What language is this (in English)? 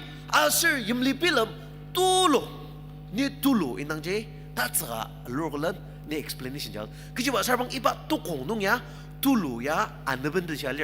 Ao Naga